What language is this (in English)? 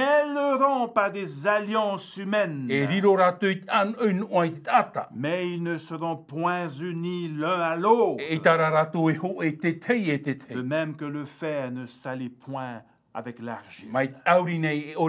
Tahitian